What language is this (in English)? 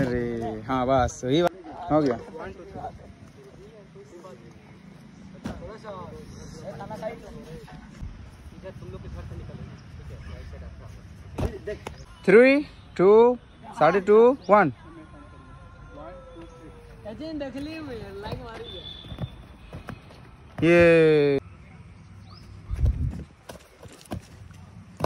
Hindi